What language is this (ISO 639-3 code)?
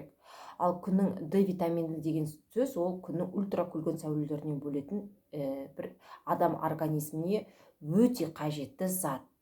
kaz